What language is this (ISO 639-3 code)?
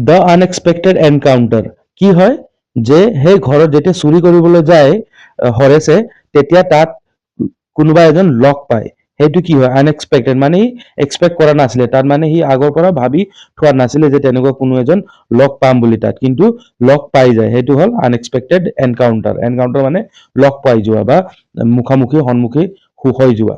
asm